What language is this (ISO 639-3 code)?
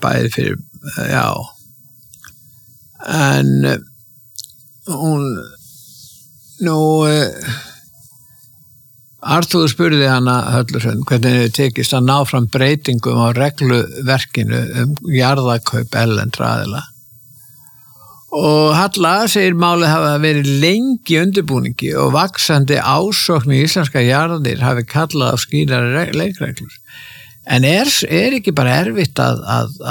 isl